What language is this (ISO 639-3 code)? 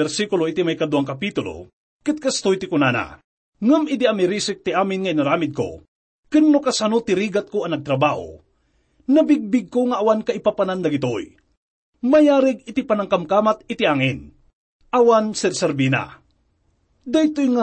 ilo